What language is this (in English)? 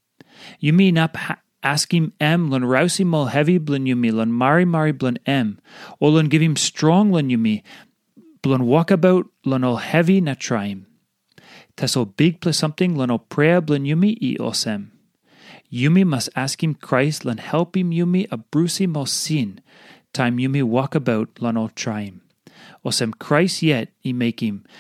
Tok Pisin